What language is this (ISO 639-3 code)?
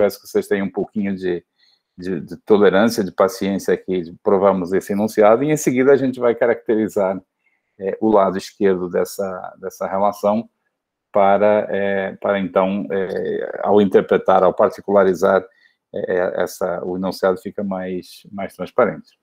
por